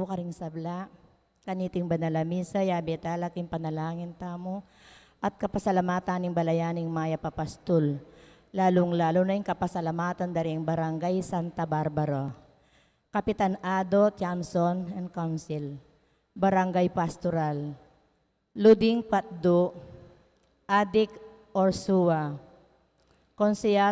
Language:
Pampanga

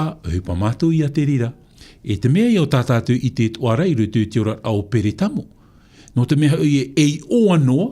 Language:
Tahitian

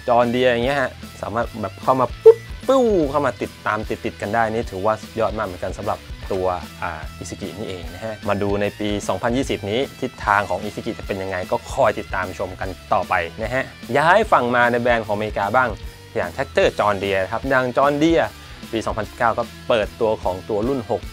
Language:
Thai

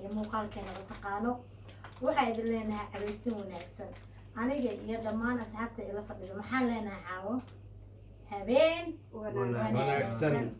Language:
Somali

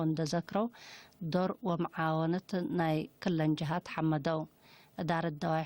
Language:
Tigre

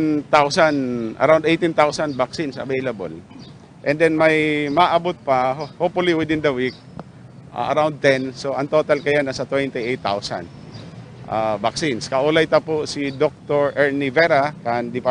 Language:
Bikol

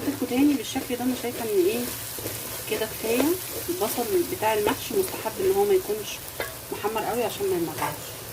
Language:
Egyptian Arabic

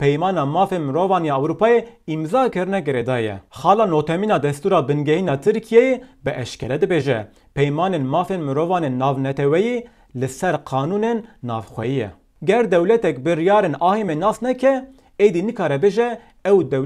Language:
Kurdish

